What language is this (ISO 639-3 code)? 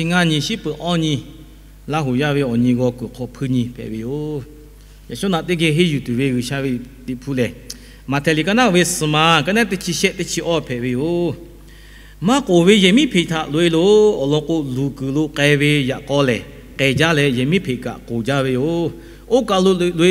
lhu